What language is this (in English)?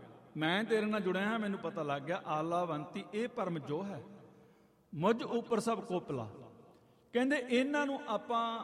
Punjabi